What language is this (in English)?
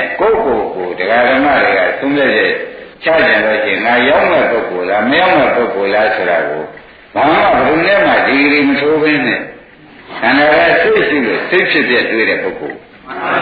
Burmese